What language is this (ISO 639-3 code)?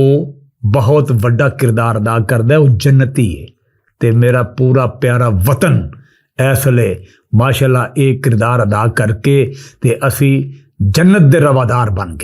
lah